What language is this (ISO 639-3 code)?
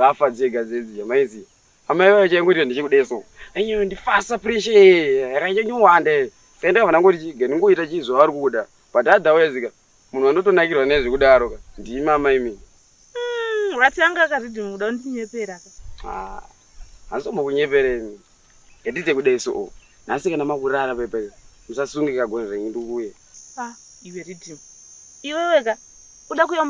sna